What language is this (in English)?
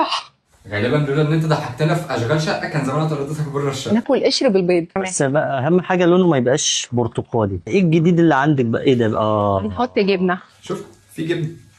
Egyptian Arabic